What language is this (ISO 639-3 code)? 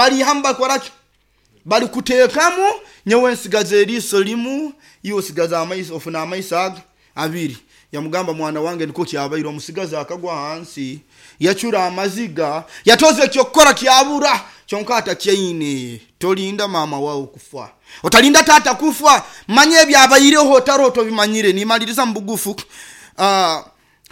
nyo